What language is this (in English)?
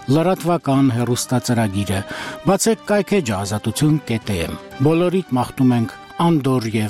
Armenian